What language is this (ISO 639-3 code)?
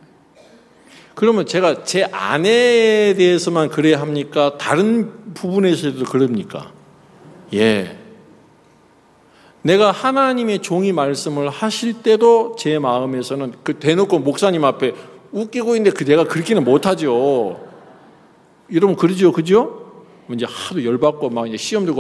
kor